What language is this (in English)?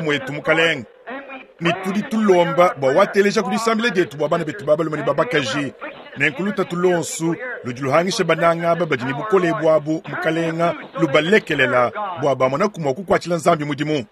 Luba-Lulua